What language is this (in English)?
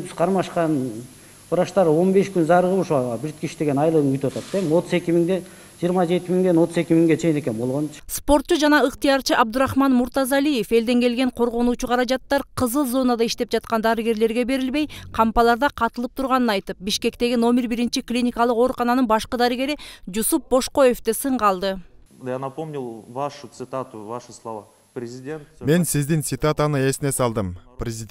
Kyrgyz